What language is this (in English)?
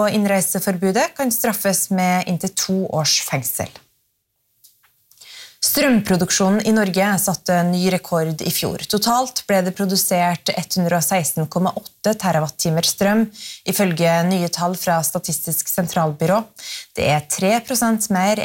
Norwegian